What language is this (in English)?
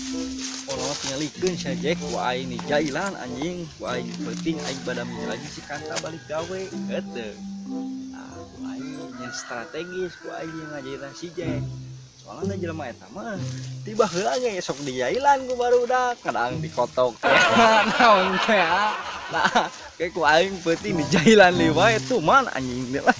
Sundanese